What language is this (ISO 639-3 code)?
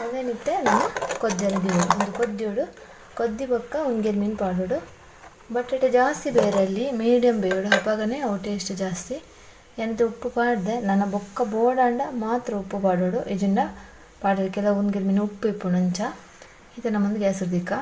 tcy